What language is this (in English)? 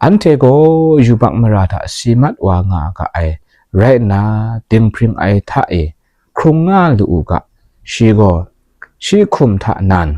Kachin